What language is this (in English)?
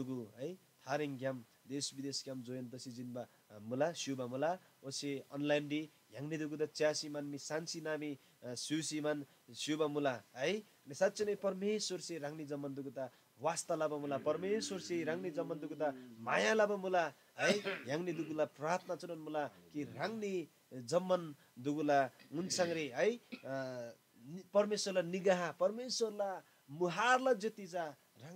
Eastern Tamang